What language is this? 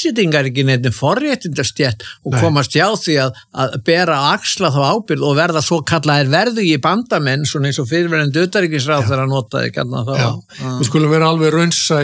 Icelandic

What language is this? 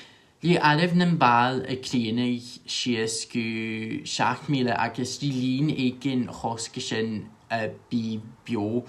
Scottish Gaelic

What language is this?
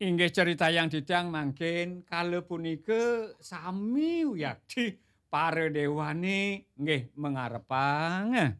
Balinese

